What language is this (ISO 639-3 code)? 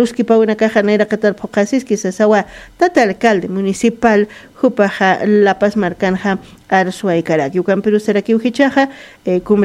aym